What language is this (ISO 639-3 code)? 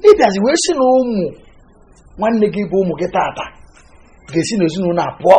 ibo